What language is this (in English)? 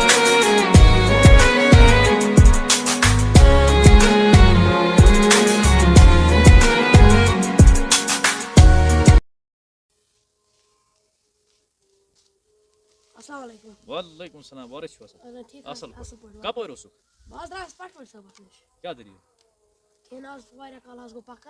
Kashmiri